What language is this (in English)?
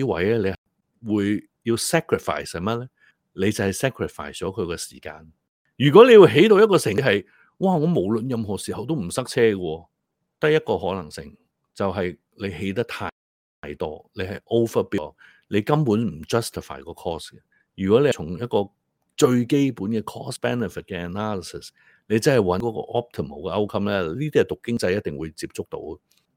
Cantonese